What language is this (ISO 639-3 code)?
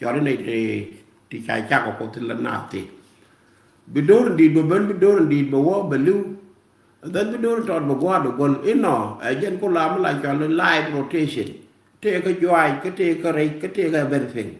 nus